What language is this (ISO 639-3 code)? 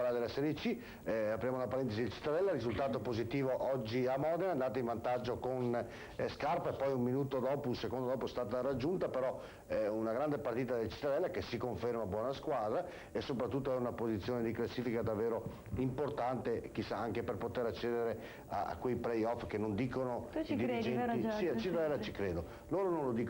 ita